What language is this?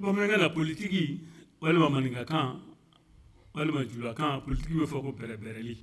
Bambara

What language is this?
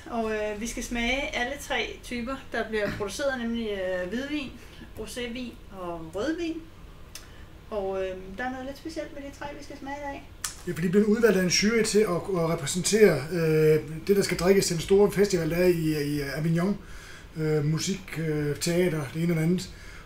Danish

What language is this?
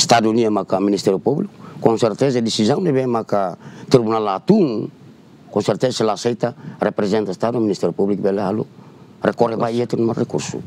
Tetum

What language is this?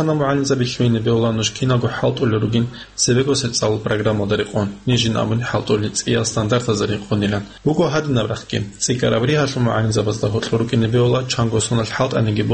Avaric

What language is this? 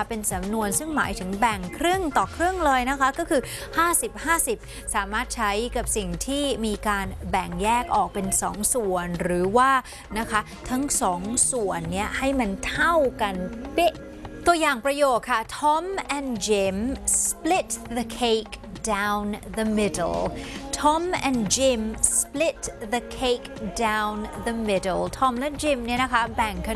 Thai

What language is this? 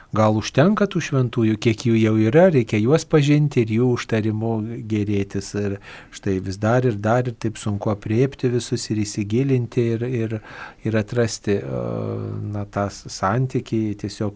Lithuanian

